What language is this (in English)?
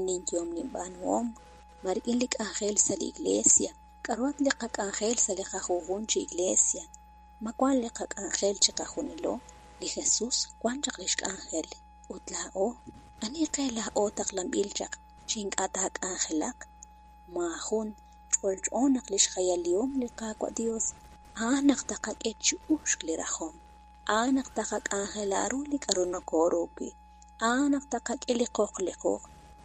Kekchí